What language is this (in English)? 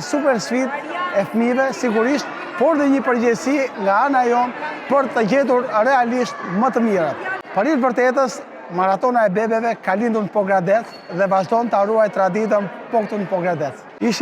Albanian